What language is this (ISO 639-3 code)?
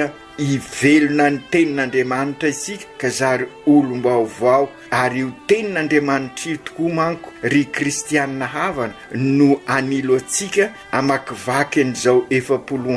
mlg